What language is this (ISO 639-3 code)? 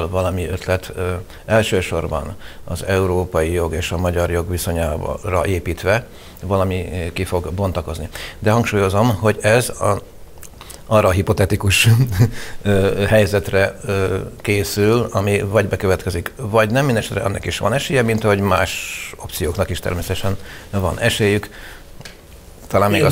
hun